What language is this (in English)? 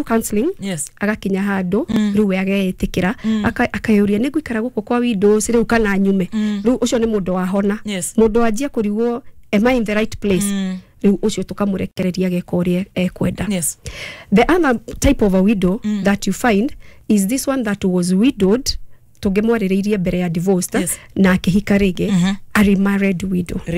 Kikuyu